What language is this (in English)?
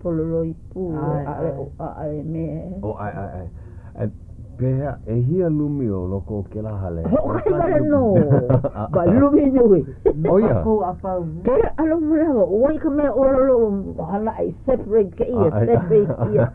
Hawaiian